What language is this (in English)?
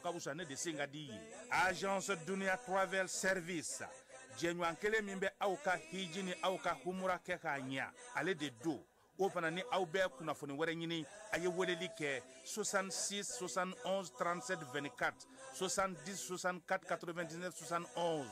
Bambara